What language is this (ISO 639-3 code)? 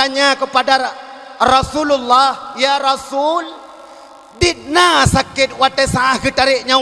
ace